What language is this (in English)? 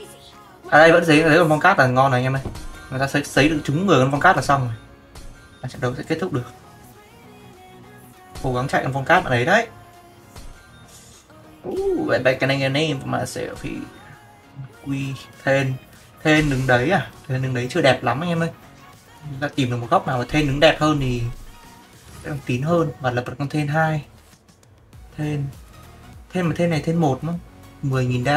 Vietnamese